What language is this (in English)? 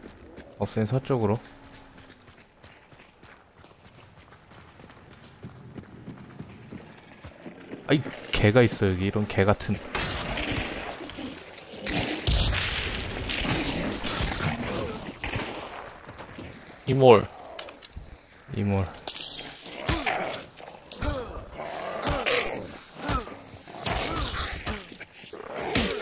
Korean